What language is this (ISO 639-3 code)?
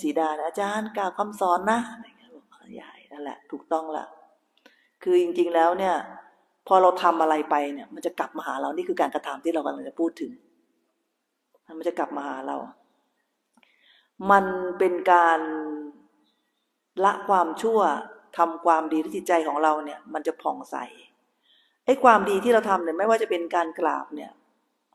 tha